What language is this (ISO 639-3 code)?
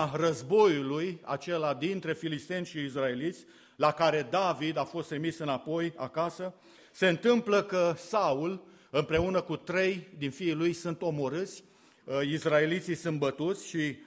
ron